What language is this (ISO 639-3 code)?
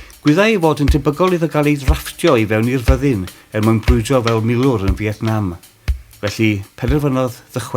cym